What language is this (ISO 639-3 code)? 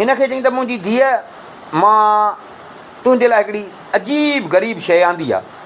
snd